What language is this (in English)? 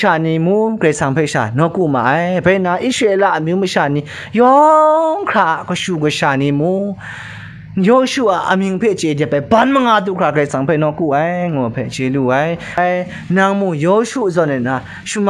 Kachin